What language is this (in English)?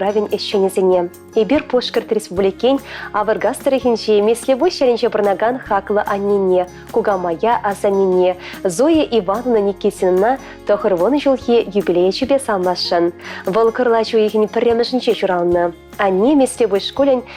Chuvash